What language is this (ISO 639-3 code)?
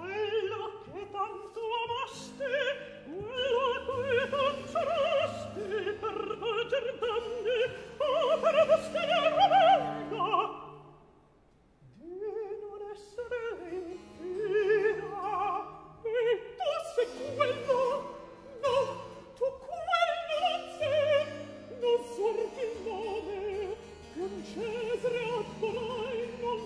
ita